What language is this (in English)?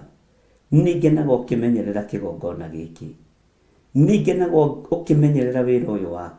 Kikuyu